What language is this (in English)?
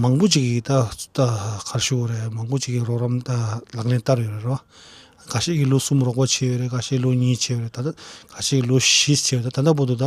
Tibetan